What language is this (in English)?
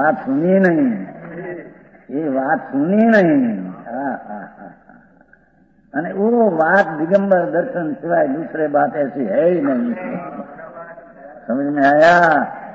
Hindi